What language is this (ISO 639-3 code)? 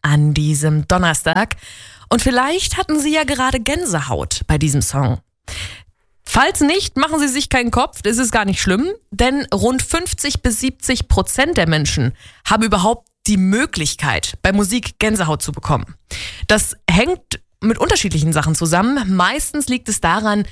deu